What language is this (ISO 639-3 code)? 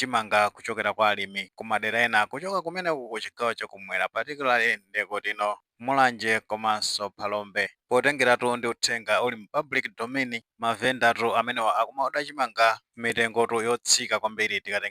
nya